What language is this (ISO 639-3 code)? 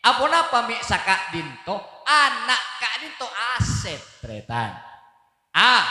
mad